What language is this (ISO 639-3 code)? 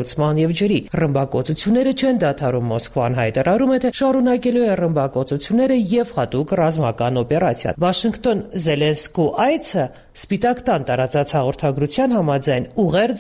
hye